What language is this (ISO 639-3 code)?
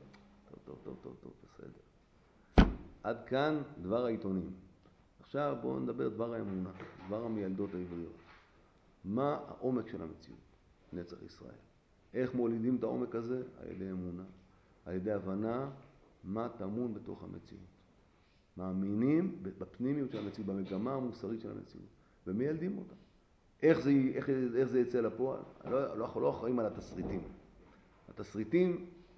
heb